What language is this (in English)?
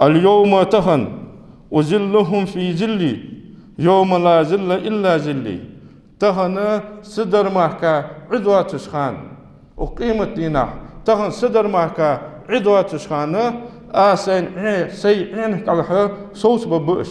Ingush